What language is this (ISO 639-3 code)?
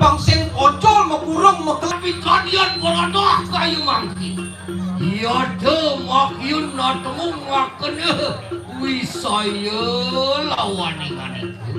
ban